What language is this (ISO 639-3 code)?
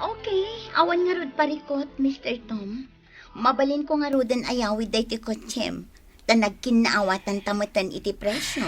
ilo